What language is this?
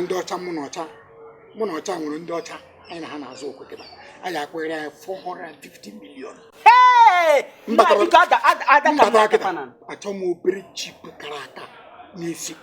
Igbo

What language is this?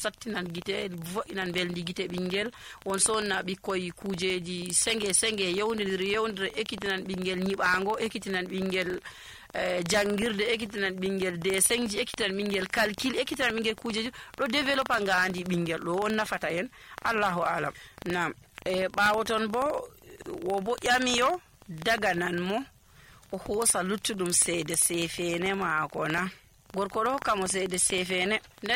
Nigerian Fulfulde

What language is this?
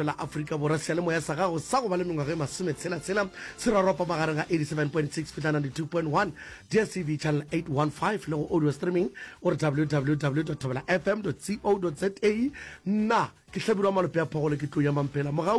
Northern Sotho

